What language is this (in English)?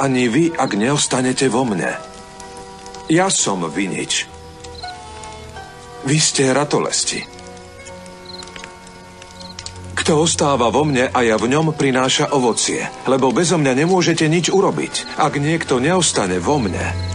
Slovak